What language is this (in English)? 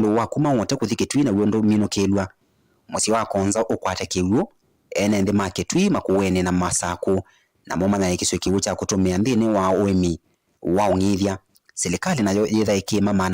Kamba